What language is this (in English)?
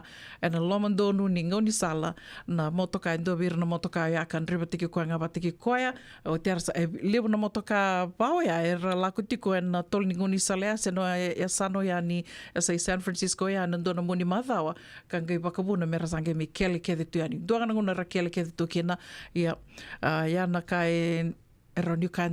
Fijian